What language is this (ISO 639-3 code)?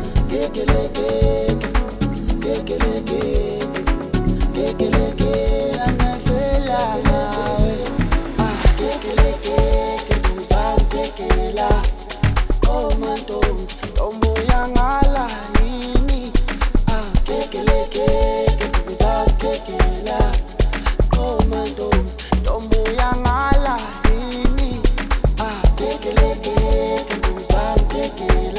zul